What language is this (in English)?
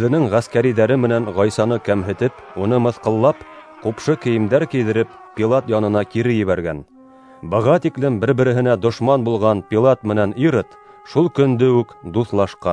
Bashkir